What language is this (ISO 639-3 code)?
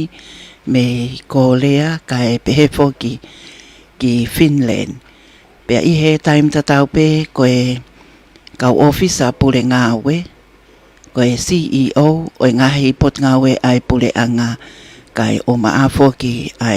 ton